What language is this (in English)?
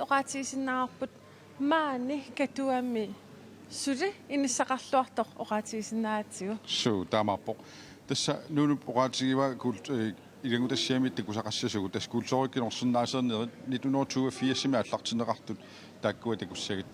Kalaallisut